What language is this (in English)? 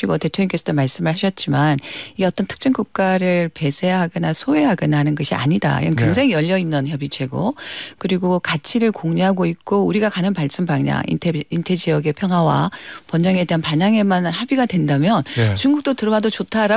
Korean